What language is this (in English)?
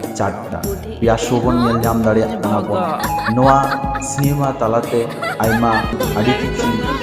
Santali